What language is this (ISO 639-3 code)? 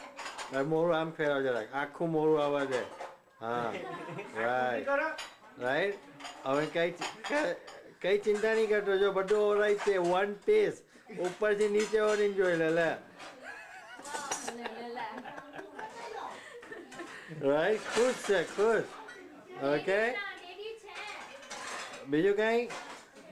guj